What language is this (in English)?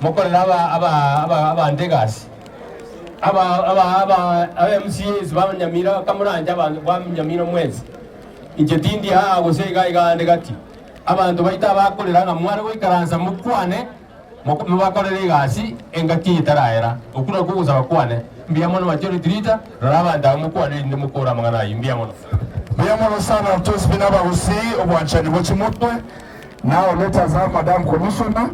Gusii